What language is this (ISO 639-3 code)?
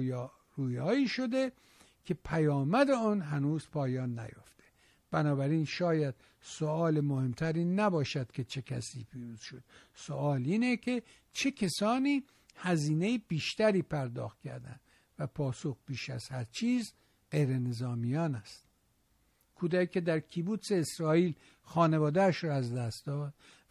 fas